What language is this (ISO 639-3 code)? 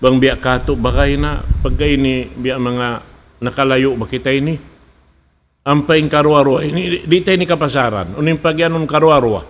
tsg